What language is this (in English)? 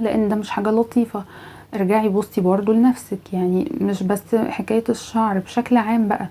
Egyptian Arabic